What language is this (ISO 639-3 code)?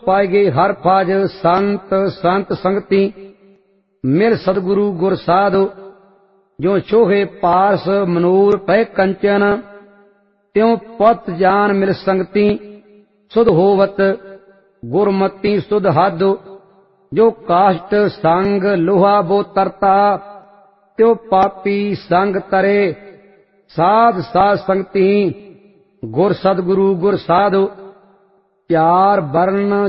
pan